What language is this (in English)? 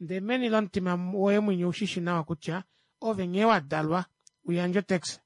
Kuanyama